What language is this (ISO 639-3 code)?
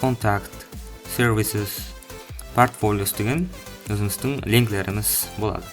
kaa